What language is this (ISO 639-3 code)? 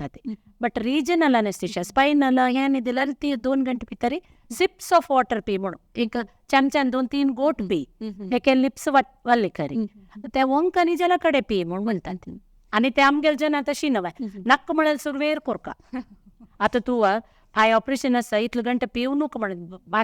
kok